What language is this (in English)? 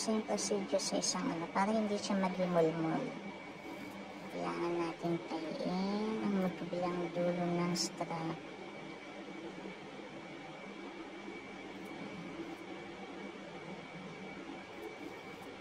Filipino